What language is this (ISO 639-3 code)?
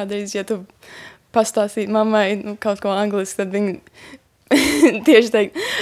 lav